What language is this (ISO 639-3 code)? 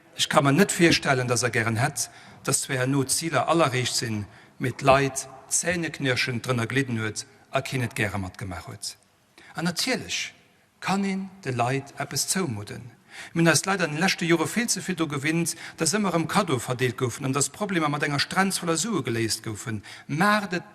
ltz